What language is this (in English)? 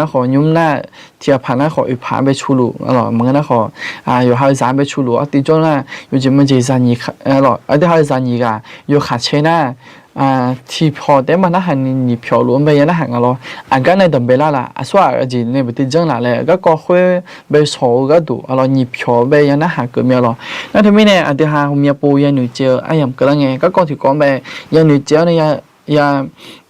Akha